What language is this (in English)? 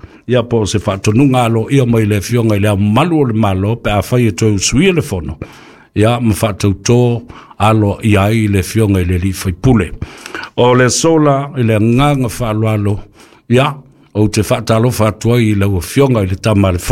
Samoan